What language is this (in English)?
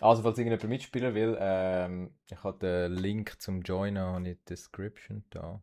Swiss German